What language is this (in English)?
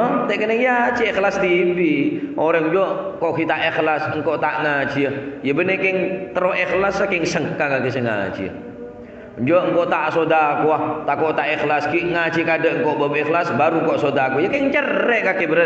Madurese